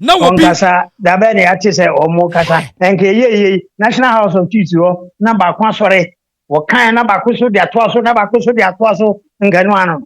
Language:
Akan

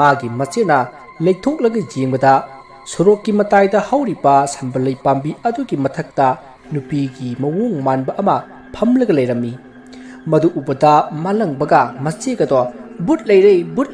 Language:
Manipuri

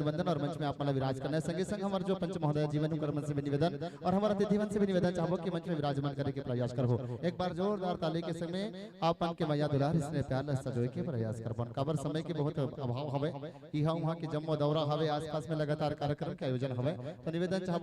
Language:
Chhattisgarhi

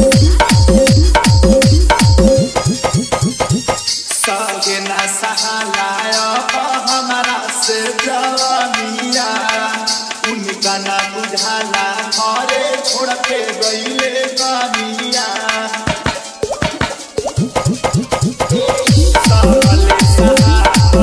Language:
Bhojpuri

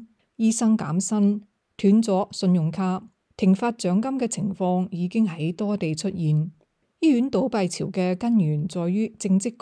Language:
Cantonese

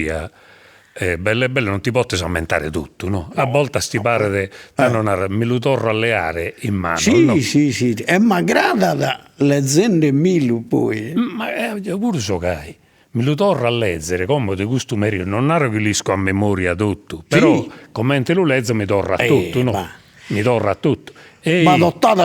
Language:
Sardinian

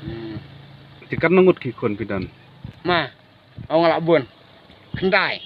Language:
Khasi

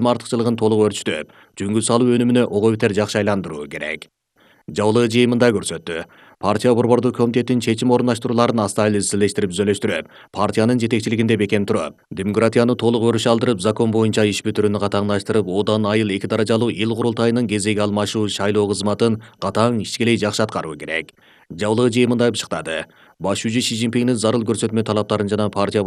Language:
Kyrgyz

